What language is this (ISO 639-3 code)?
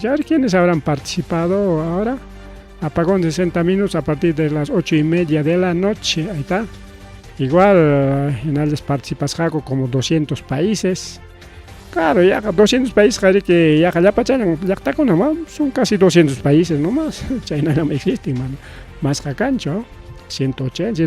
quy